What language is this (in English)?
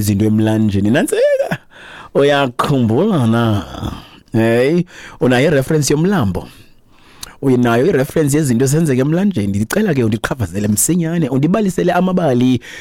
Xhosa